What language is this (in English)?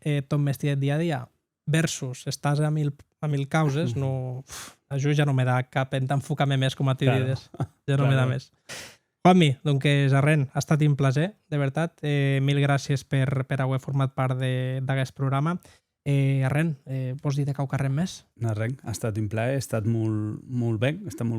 Occitan